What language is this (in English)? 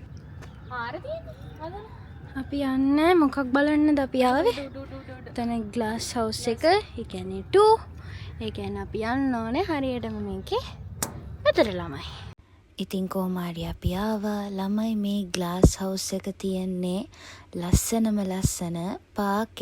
Sinhala